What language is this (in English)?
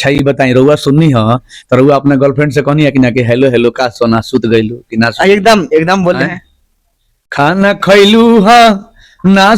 Bhojpuri